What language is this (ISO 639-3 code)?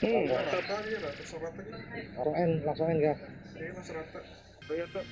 bjn